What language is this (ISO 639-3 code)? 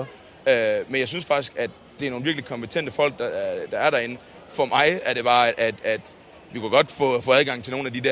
dan